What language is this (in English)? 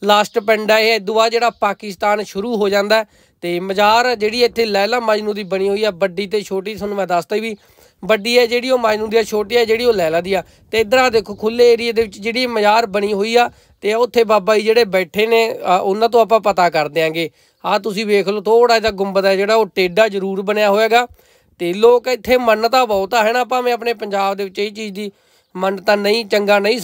Punjabi